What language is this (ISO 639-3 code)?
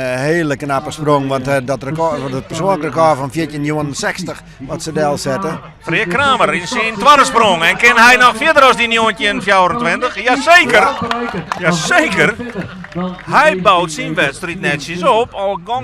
fry